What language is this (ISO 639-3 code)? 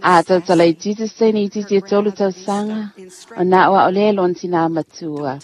smo